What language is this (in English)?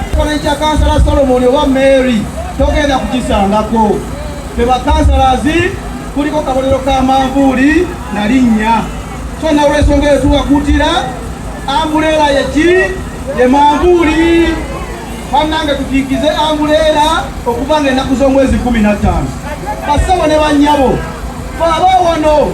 Ganda